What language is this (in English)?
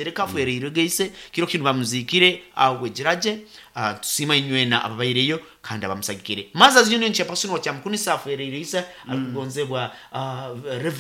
Nyoro